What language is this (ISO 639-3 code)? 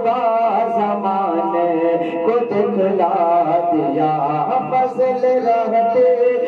urd